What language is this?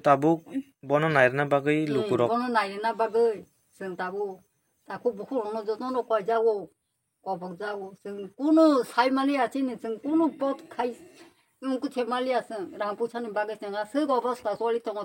Kok Borok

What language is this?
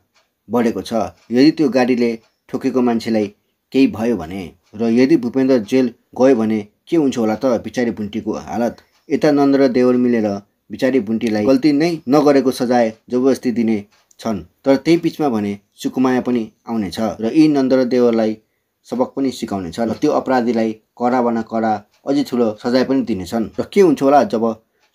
Nepali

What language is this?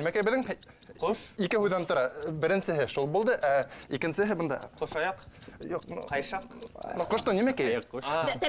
Bashkir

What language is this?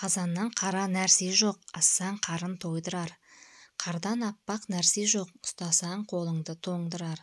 Kazakh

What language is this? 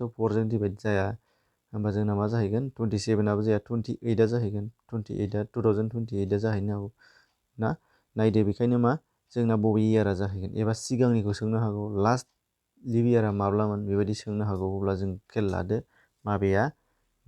Bodo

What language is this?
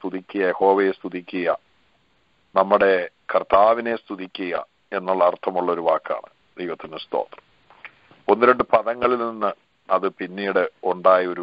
Malayalam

